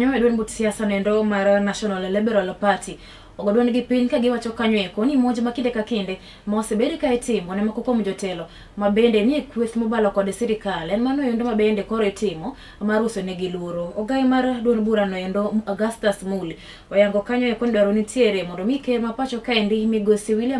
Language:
Luo (Kenya and Tanzania)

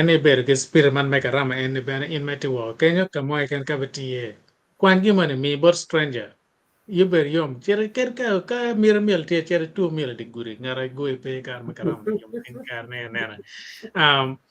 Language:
Acoli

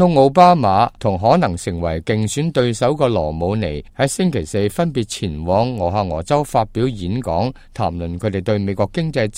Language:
Cantonese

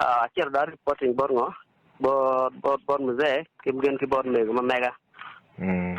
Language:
Acoli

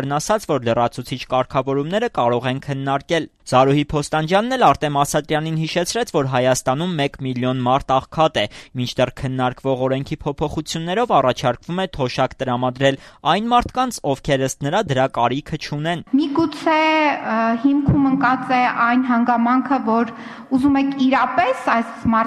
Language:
Armenian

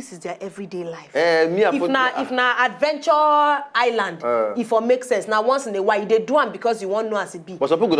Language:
Nigerian Pidgin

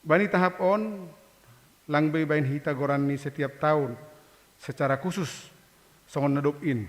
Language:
Batak Simalungun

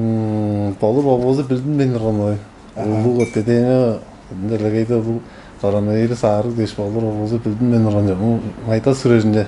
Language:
Tuvinian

